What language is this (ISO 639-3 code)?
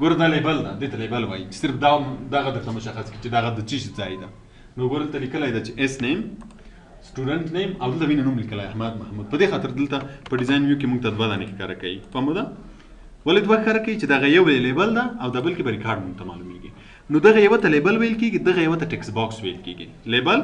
pus